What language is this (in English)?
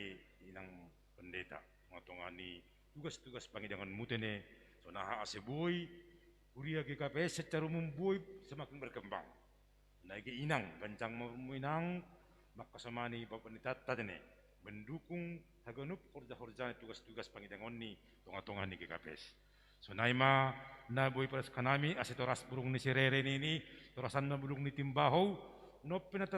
Batak Simalungun